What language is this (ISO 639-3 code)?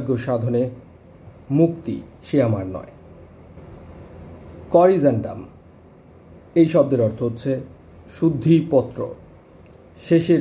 ben